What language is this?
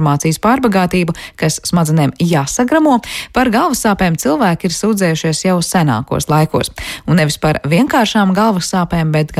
Latvian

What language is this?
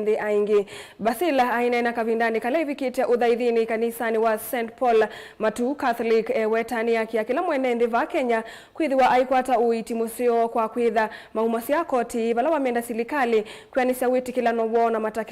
Kamba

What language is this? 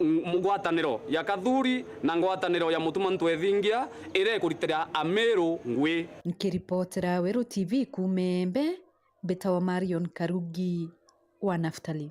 Meru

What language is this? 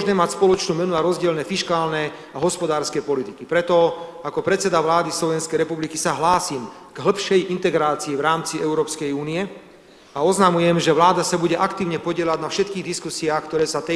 Slovak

